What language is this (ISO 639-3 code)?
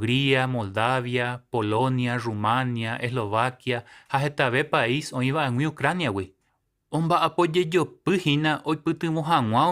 grn